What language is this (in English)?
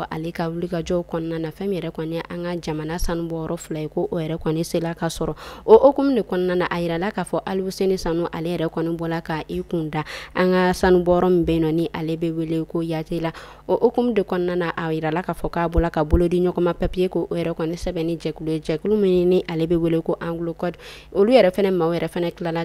Bambara